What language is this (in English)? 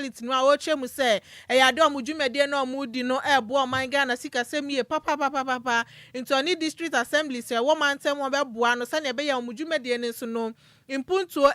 Akan